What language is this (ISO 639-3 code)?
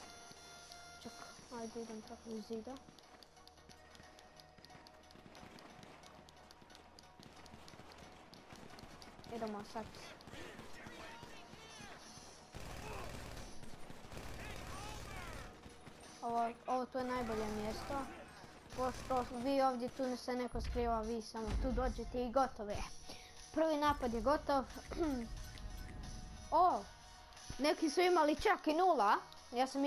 hrv